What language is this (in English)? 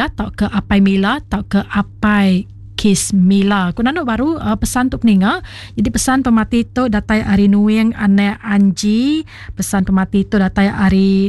Iban